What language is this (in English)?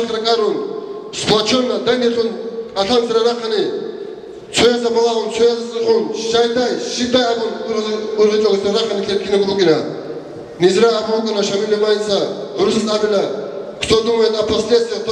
Avaric